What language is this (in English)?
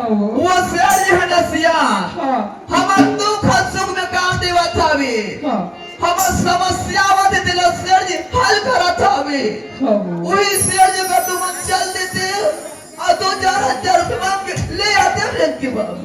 Chhattisgarhi